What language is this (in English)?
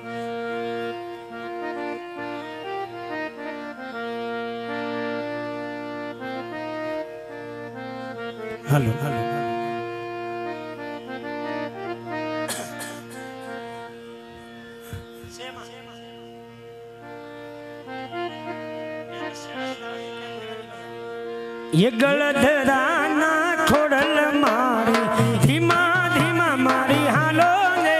Gujarati